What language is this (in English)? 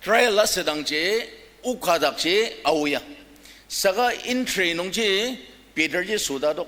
Ao Naga